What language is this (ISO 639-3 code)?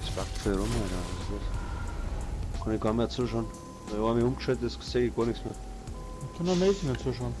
bar